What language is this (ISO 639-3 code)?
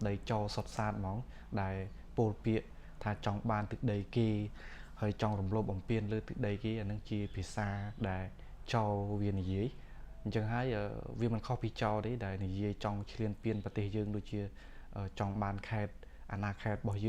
khm